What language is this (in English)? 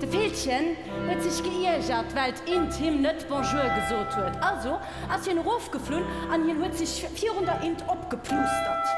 Luxembourgish